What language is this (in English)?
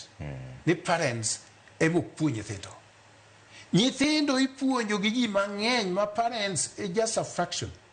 Luo (Kenya and Tanzania)